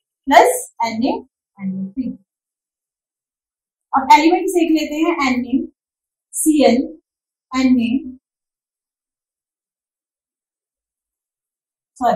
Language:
Hindi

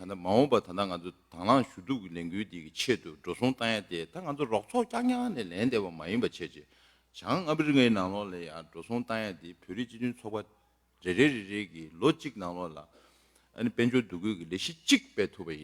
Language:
Tibetan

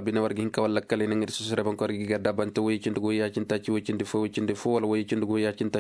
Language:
Koyraboro Senni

